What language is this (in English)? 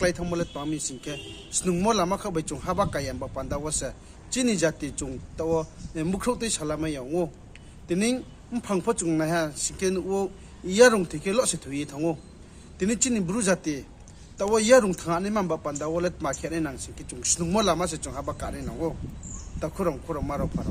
Riang (India)